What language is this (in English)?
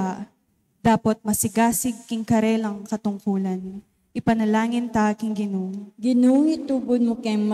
Pampanga